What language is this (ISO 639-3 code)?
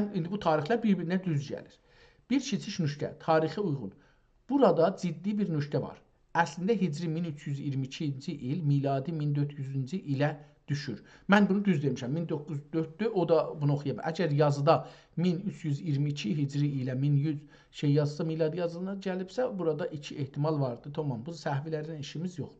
azb